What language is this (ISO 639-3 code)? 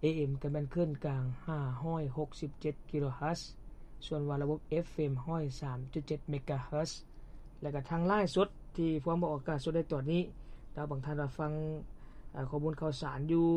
lao